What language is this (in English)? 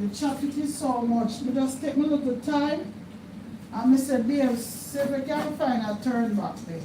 Jamaican Creole English